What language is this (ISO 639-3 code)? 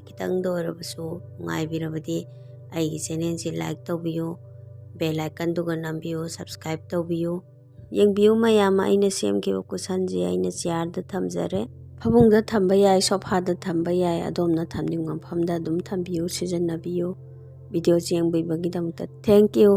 mni